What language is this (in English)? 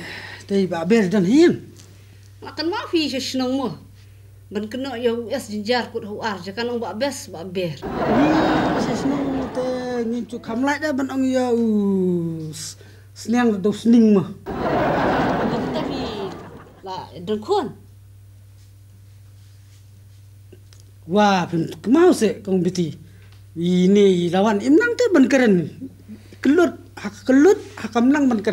Khasi